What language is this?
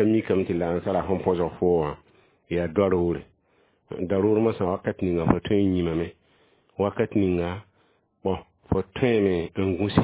Mossi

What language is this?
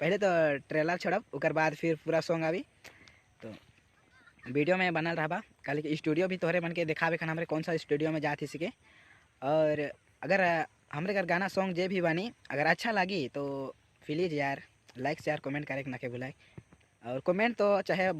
Sadri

